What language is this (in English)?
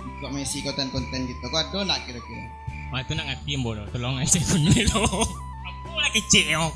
Minangkabau